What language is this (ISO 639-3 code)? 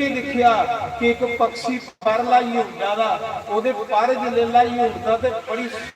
doi